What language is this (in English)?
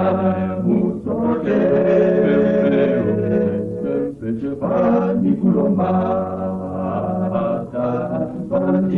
Swahili